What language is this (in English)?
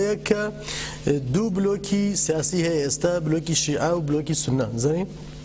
Central Kurdish